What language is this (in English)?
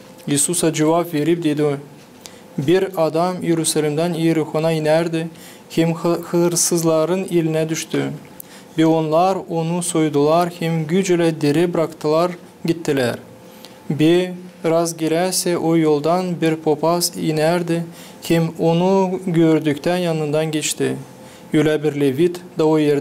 Gagauz